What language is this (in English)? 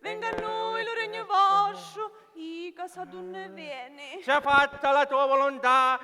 Sicilian